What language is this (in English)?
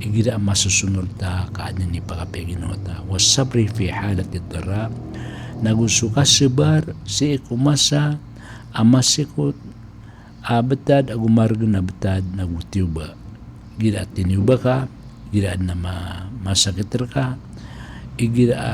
Maranao